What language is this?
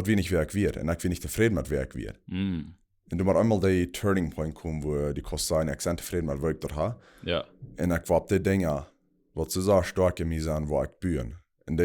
Plautdietsch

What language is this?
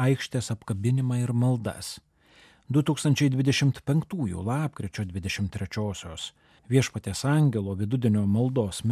Lithuanian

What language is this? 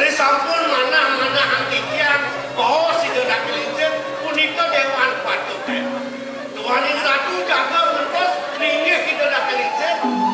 Balinese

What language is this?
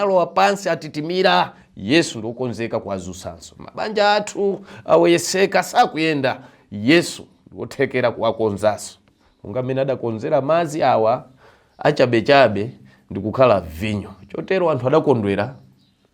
Nyanja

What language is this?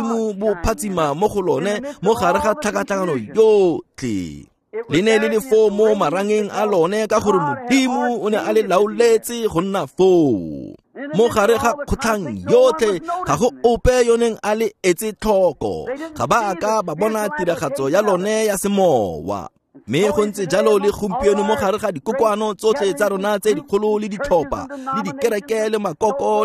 Tswana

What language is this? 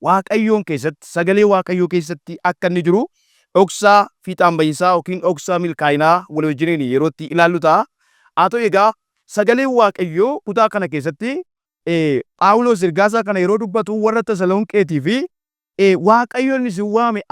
Oromo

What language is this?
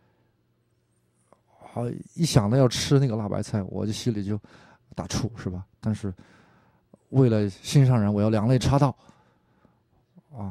Chinese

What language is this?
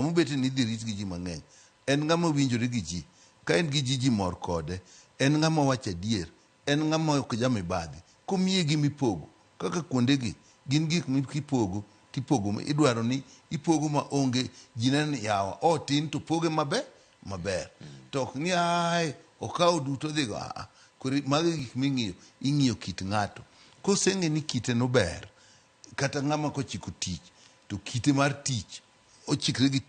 Luo (Kenya and Tanzania)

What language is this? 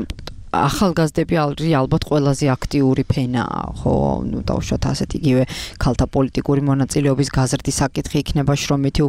Georgian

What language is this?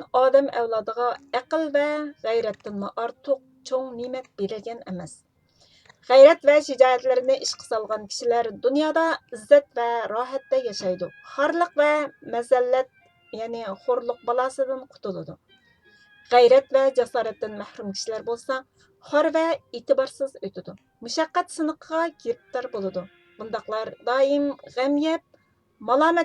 Uyghur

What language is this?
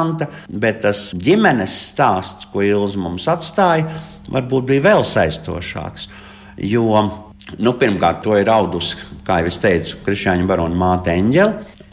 Latvian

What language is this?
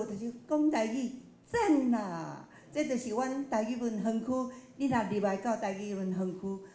Min Nan Chinese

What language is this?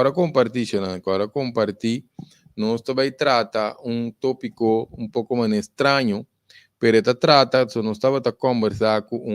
Papiamento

